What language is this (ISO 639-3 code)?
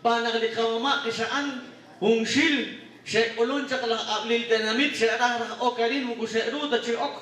kek